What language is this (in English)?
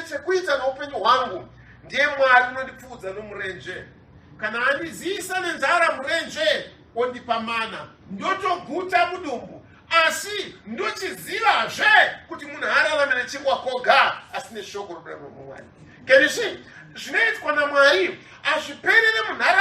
Shona